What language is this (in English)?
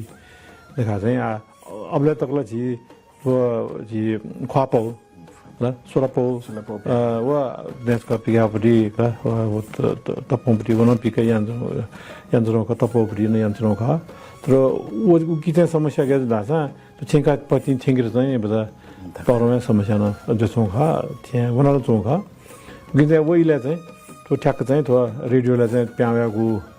Newari